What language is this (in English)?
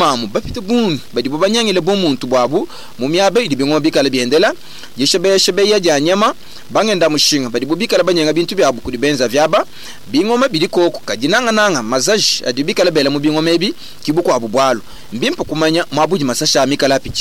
Luba-Lulua